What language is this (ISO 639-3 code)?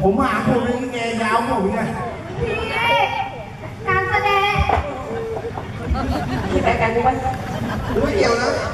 tha